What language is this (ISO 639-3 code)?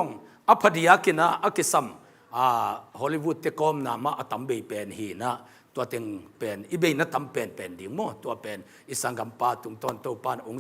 ctd